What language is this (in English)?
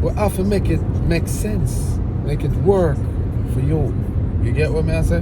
Jamaican Creole English